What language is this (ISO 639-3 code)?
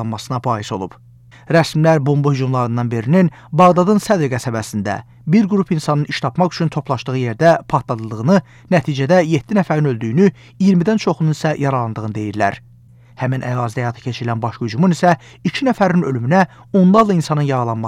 aze